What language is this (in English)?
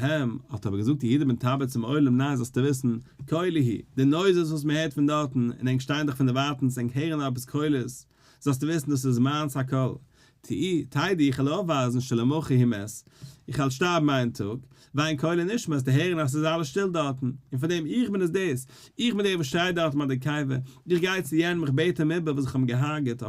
Yiddish